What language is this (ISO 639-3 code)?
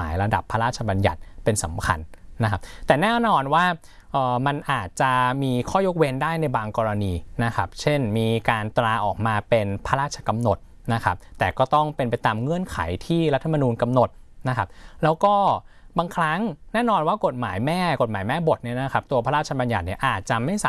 tha